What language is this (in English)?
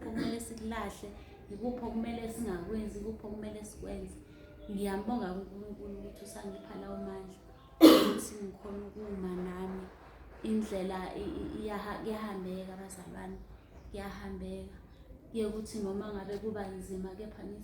Zulu